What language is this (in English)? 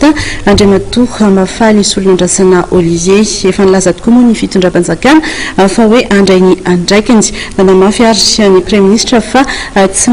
Malagasy